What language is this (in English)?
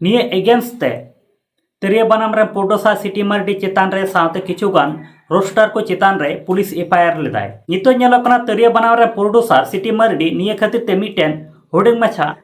Santali